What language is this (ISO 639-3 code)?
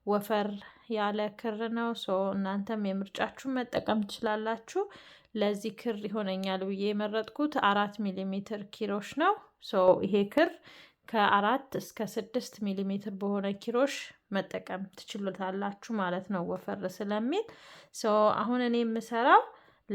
amh